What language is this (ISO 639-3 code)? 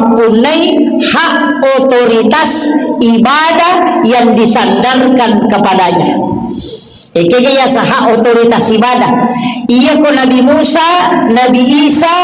bug